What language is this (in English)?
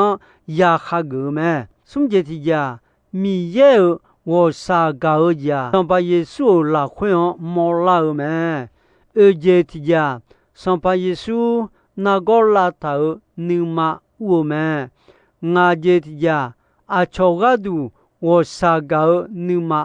Akha